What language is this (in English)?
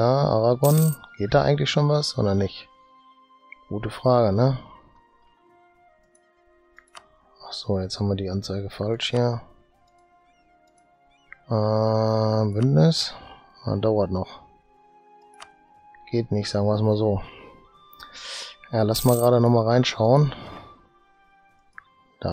German